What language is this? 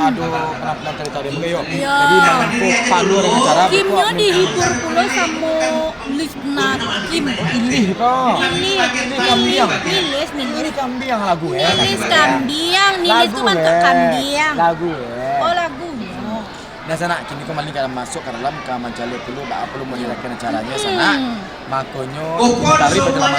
Minangkabau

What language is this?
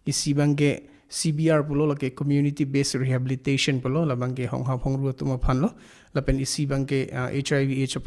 Karbi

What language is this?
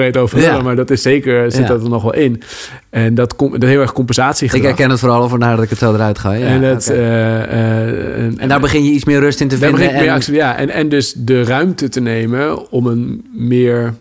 Dutch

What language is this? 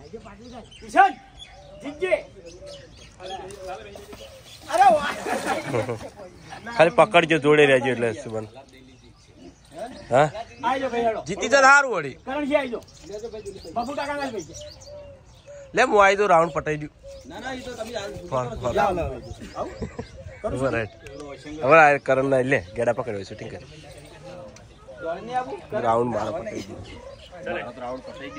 Gujarati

